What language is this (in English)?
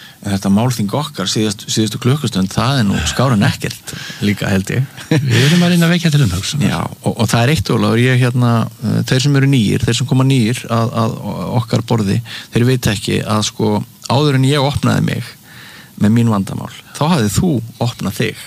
Icelandic